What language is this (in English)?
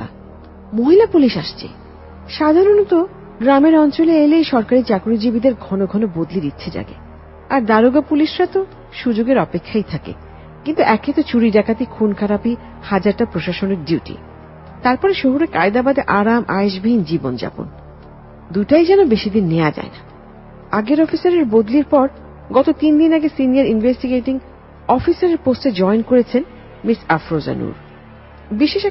Bangla